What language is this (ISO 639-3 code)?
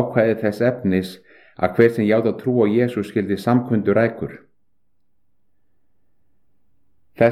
isl